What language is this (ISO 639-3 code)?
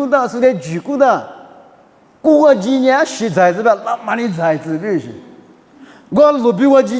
lis